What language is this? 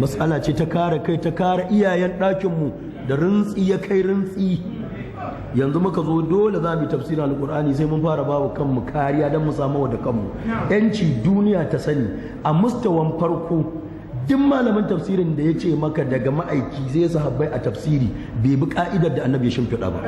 Hausa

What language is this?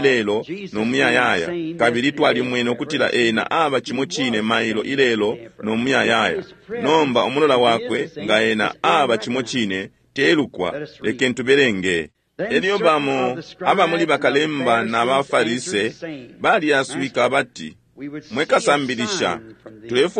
Bemba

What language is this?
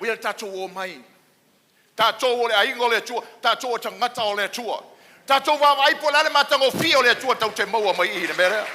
Samoan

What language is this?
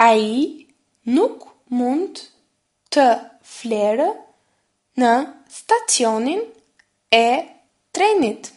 Albanian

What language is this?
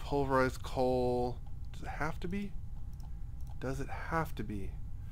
English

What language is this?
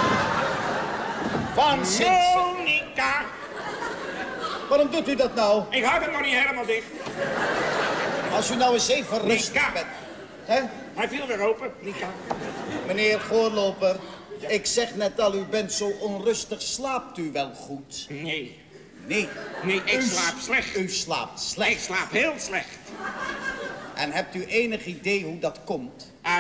Dutch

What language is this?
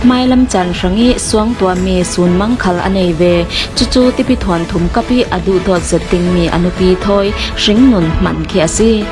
Falam Chin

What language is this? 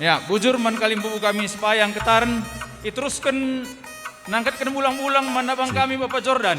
Batak Karo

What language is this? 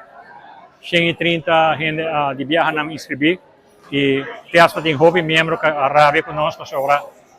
Papiamento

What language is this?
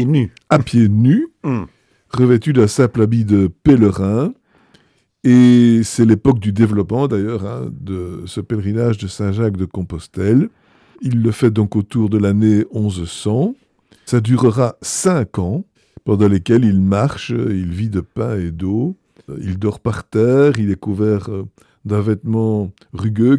French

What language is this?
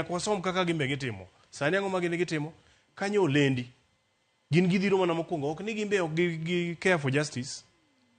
Luo (Kenya and Tanzania)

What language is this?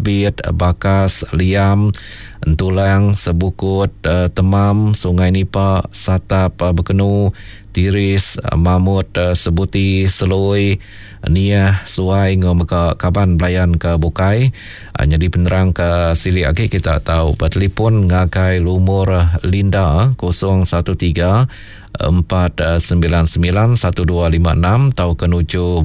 Iban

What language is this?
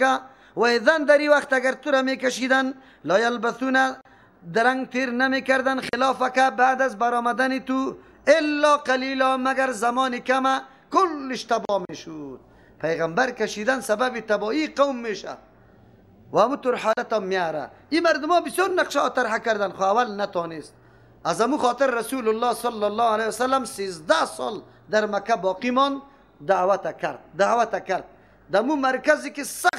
Persian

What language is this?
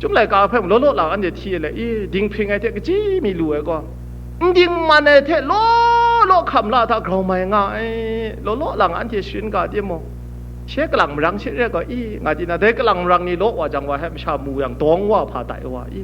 Kachin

